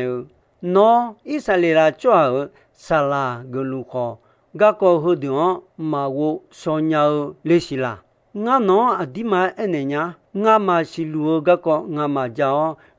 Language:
Akha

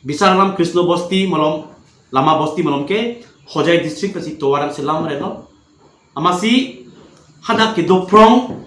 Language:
Karbi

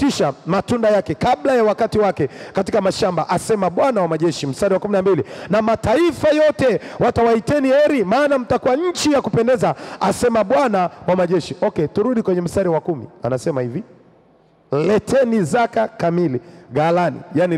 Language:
Swahili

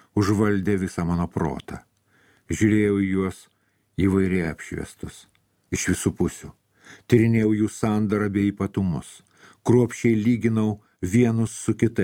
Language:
Lithuanian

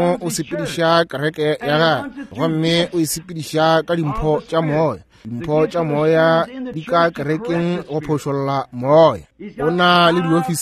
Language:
Northern Sotho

